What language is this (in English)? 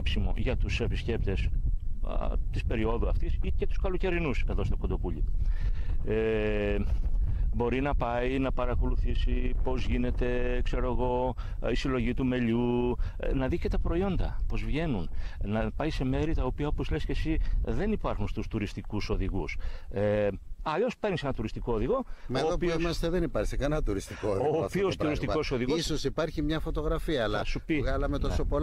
Greek